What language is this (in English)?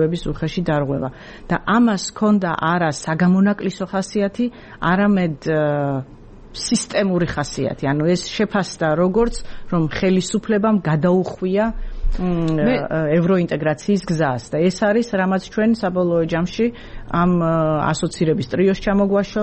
Georgian